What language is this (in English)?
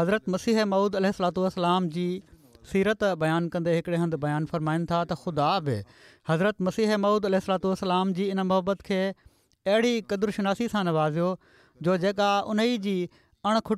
Sindhi